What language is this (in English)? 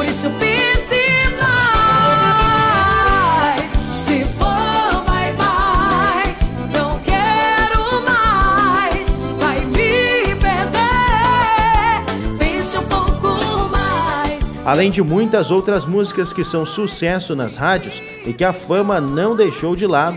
Portuguese